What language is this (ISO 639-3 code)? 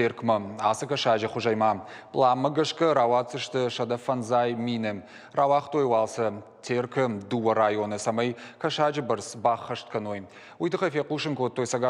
oss